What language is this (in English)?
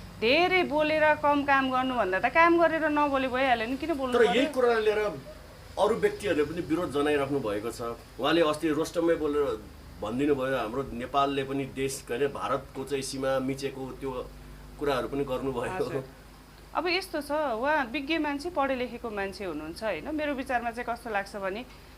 Nepali